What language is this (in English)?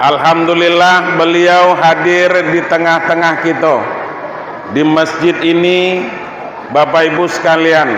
Minangkabau